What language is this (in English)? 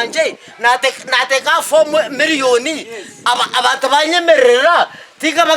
Nyankole